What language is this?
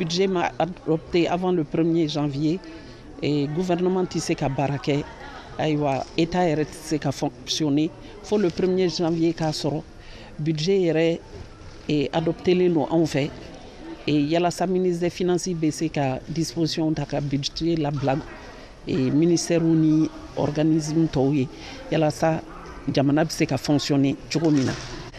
Bambara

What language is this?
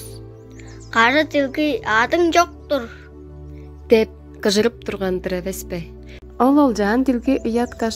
Tuvinian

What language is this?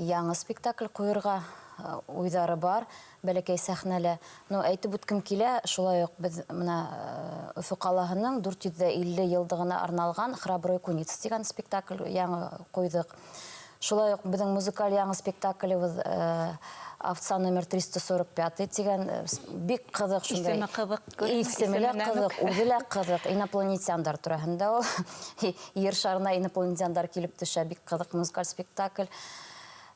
Bashkir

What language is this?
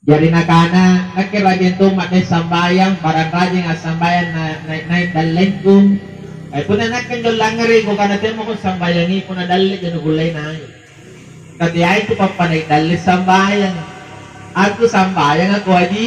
Makasar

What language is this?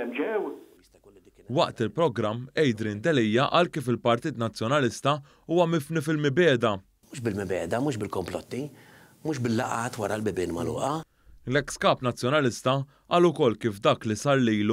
Maltese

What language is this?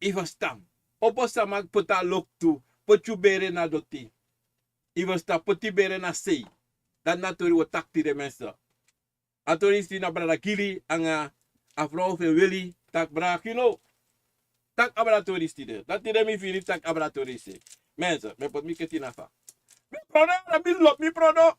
Sranan Tongo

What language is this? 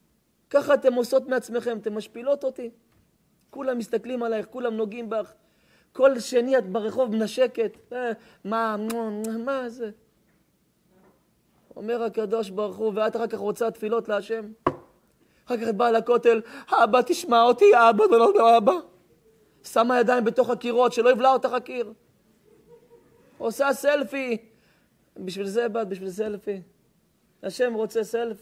Hebrew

